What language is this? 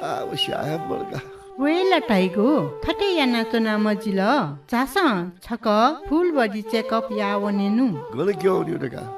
Newari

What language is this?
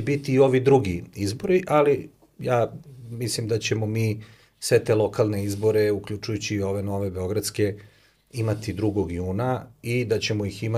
Serbian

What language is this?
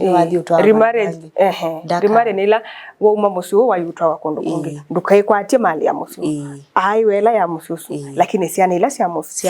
Kamba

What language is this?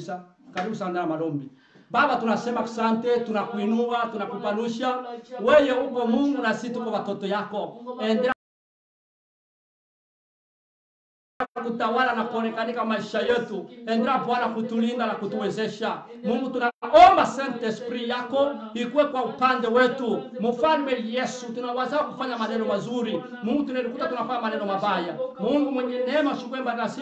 Swahili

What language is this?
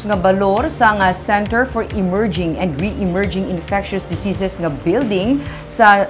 Hiligaynon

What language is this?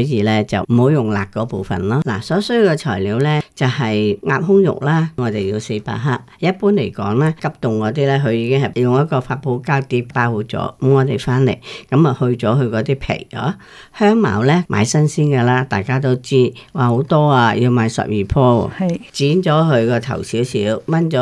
Cantonese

